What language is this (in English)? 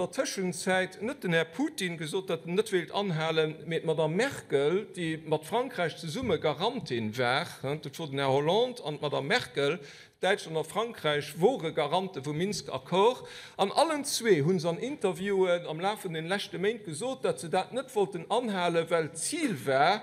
Luxembourgish